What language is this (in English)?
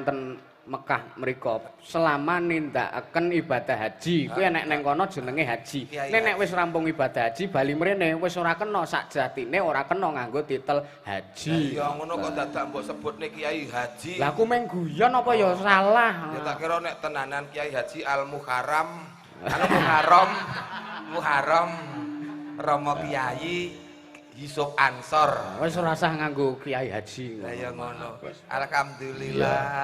Javanese